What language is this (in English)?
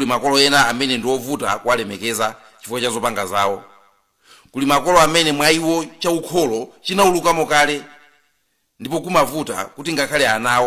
Nyanja